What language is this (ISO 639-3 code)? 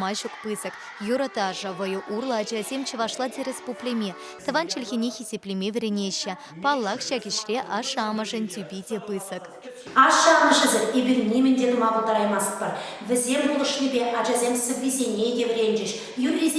chv